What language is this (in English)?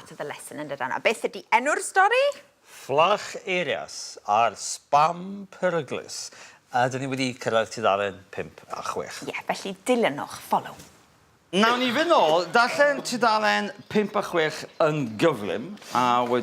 Welsh